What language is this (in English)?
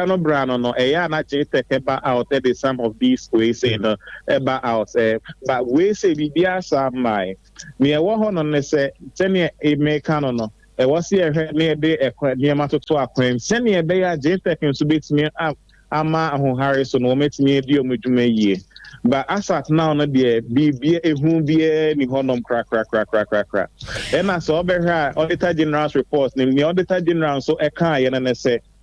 Akan